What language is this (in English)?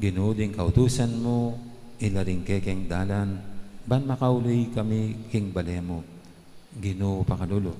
Pampanga